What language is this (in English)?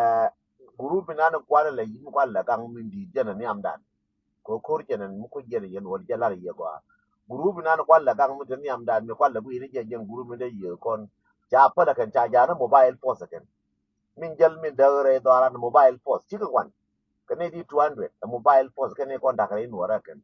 Nuer